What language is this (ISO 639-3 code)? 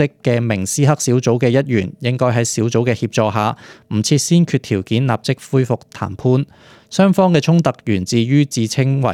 yue